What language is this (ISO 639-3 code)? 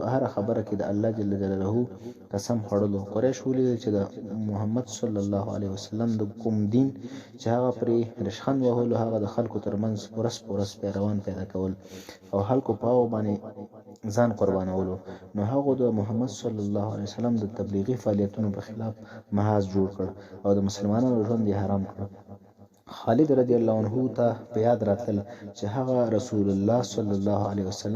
pus